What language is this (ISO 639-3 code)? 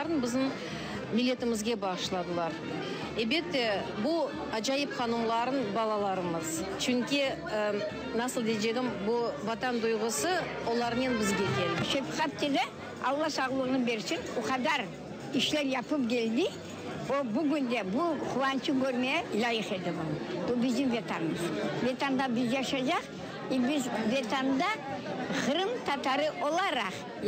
crh